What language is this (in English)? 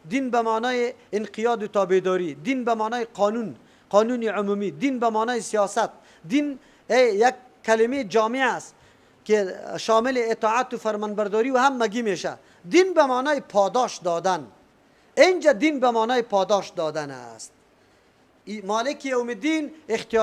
Persian